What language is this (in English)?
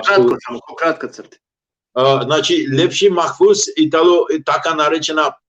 Balkan Romani